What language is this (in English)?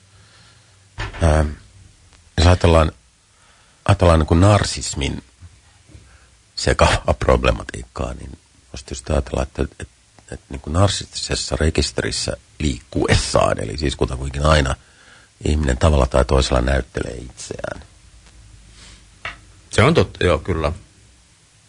Finnish